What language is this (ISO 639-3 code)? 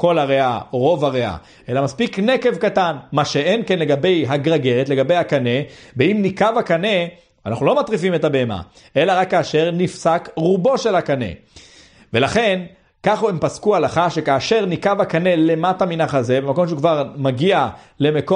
heb